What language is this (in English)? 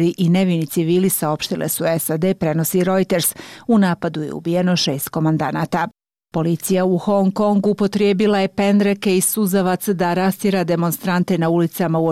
Bosnian